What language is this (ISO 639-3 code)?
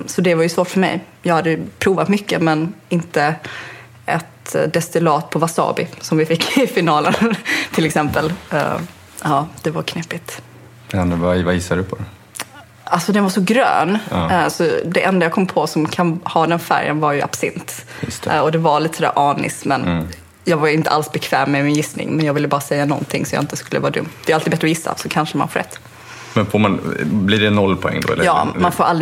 swe